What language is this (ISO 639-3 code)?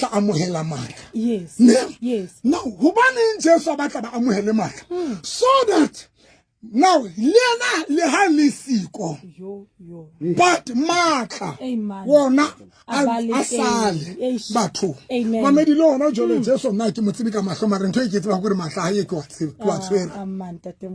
sot